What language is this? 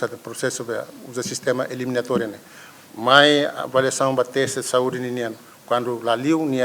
Tetum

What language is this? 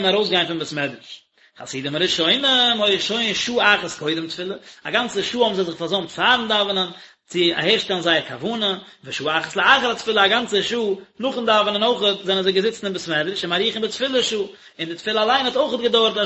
Yiddish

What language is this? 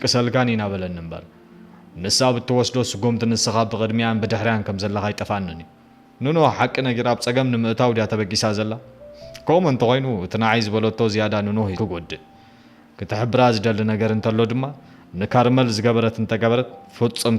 Tigrinya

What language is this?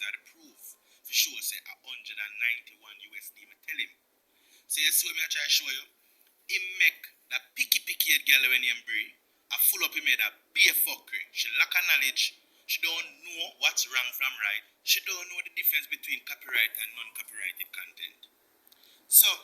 Jamaican Creole English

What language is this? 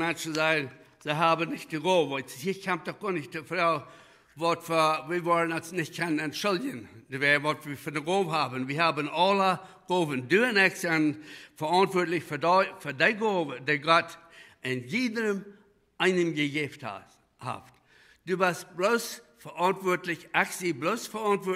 Plautdietsch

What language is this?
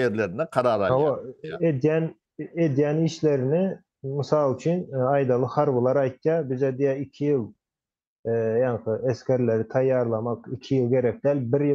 Turkmen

